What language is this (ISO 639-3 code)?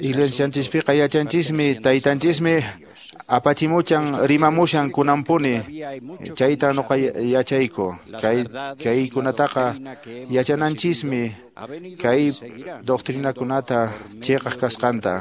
que